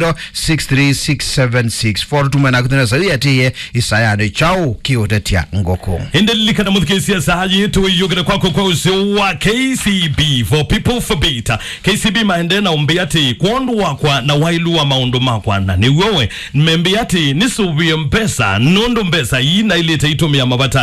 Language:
Kamba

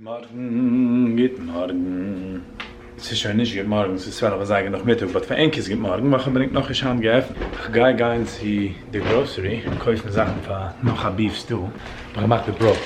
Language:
Yiddish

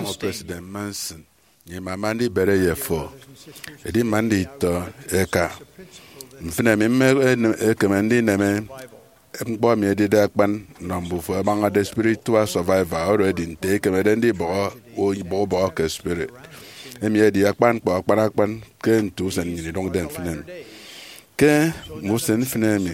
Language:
Efik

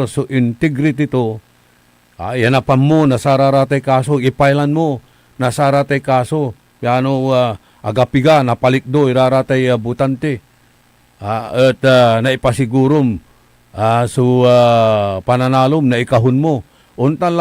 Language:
Pangasinan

